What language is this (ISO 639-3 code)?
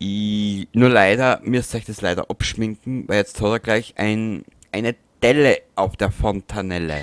bar